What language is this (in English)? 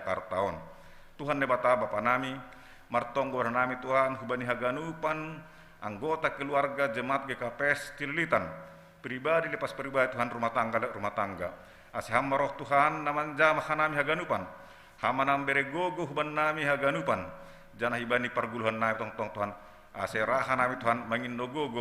Batak Simalungun